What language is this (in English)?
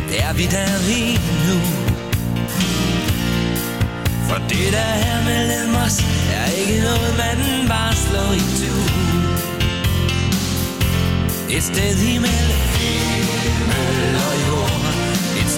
Danish